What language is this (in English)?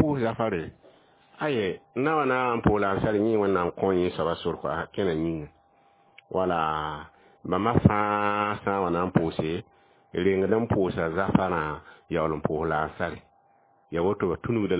Mossi